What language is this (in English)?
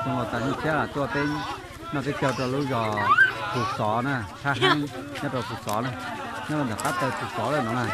Hmong